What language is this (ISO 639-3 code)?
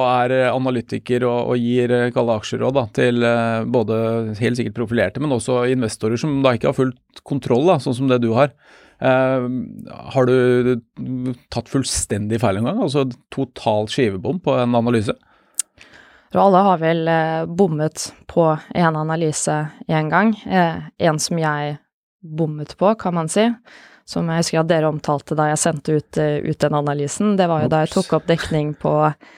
nor